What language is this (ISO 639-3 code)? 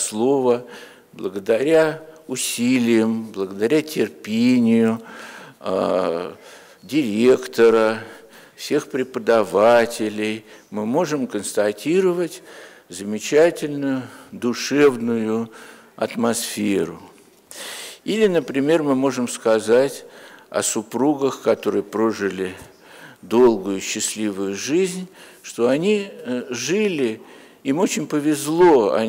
rus